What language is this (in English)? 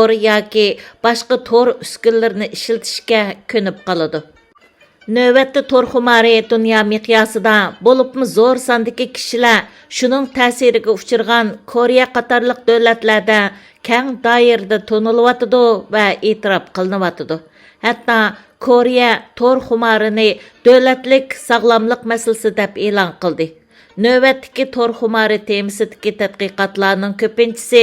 Uyghur